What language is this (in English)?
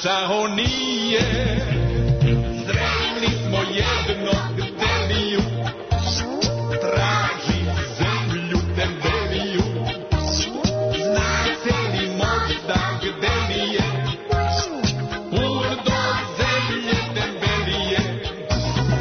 Serbian